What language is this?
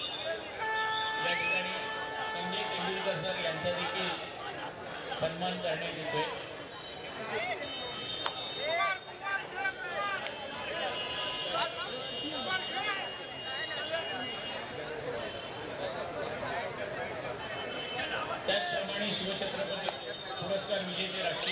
Marathi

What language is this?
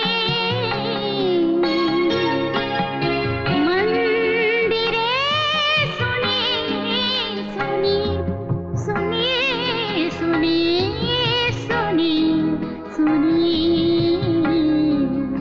Marathi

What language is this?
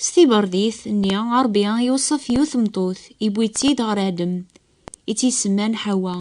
Kabyle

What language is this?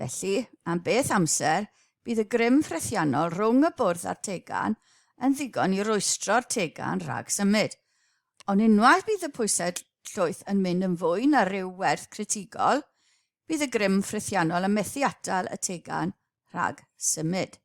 Welsh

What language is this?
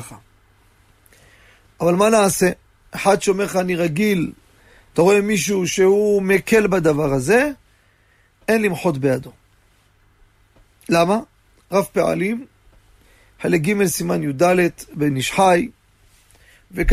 Hebrew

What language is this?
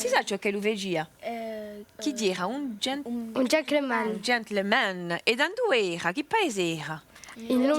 Corsican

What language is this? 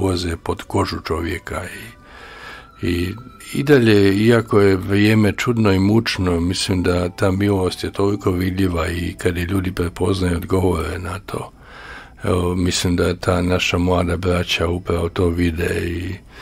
Croatian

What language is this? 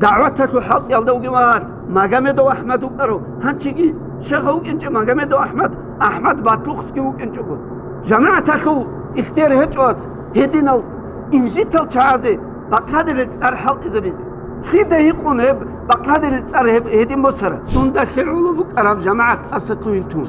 Avaric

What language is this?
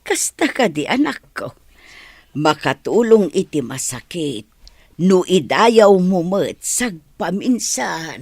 Iloko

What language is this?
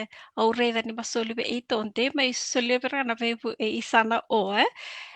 Fijian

